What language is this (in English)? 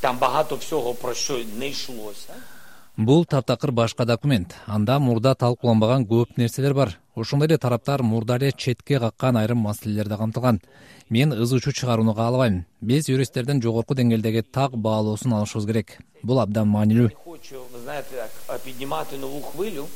Kyrgyz